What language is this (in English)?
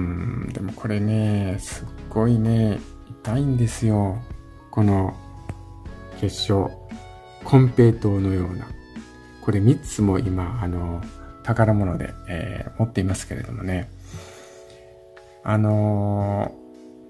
Japanese